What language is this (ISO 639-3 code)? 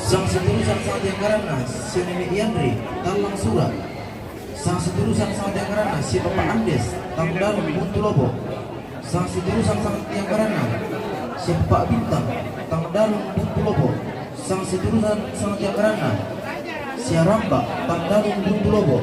sda